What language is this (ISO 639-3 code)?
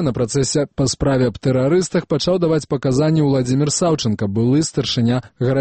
bel